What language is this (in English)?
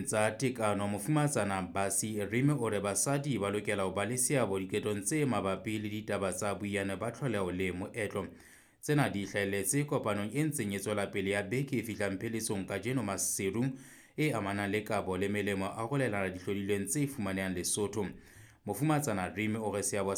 Southern Sotho